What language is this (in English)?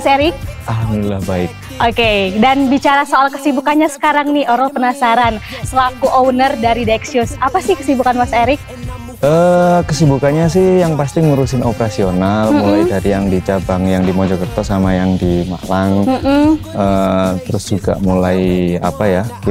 Indonesian